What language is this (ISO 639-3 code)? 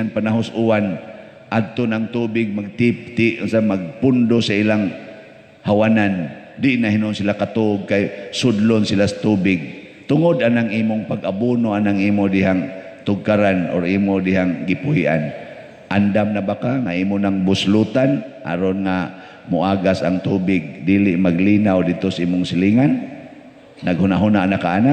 ceb